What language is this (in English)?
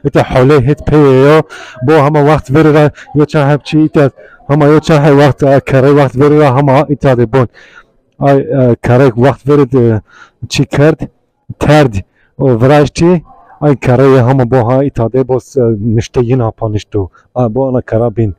Zaza